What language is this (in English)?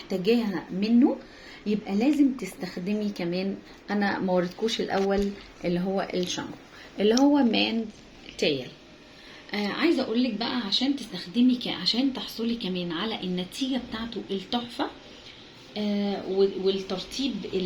Egyptian Arabic